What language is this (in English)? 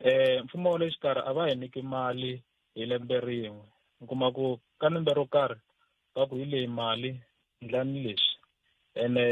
Tsonga